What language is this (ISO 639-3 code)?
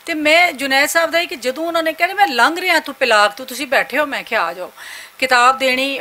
lah